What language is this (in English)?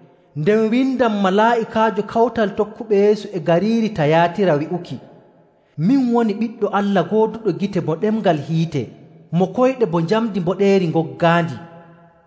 Nigerian Fulfulde